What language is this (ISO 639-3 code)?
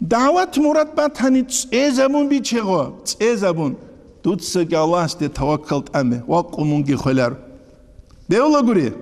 ava